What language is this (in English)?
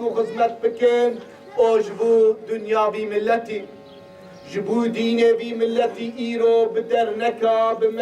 Kurdish